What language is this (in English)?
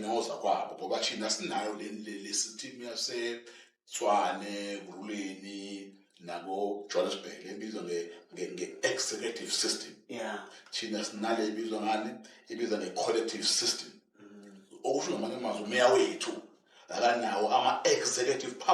Zulu